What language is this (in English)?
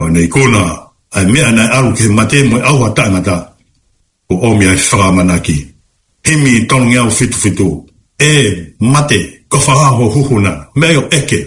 Tongan